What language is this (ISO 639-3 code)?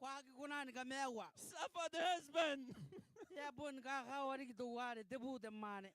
gil